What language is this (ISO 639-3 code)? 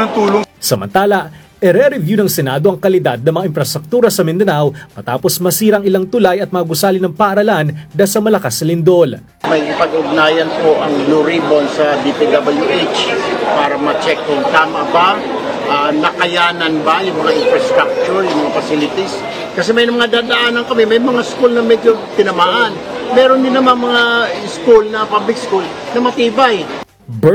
fil